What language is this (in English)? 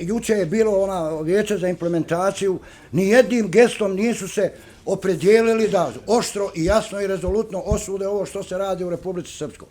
Bosnian